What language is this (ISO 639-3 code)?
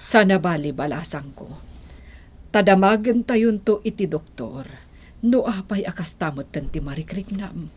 ilo